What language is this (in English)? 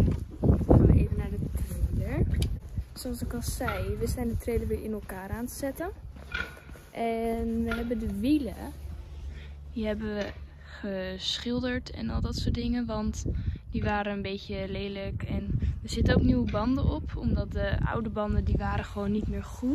Dutch